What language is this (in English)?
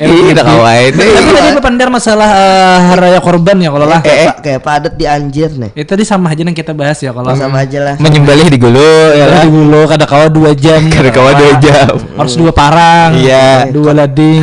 Banjar